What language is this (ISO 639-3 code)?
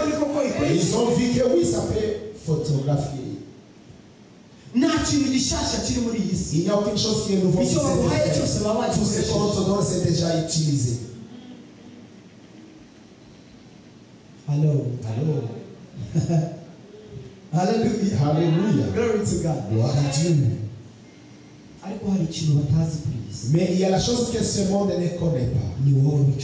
kin